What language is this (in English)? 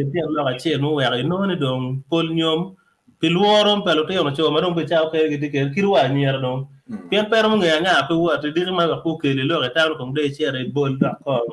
Acoli